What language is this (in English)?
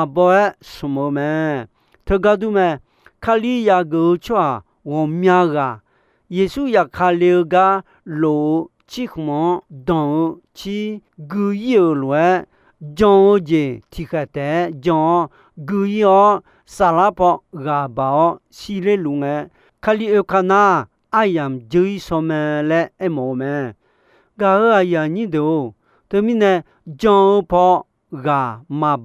Akha